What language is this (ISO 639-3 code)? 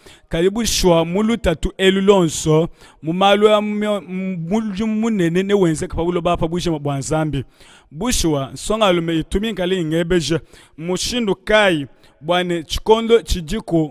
lua